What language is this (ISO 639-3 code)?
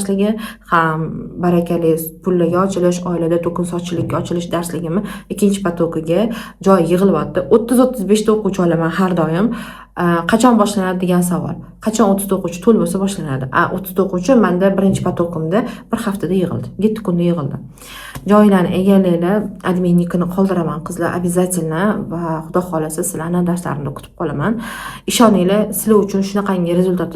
uzb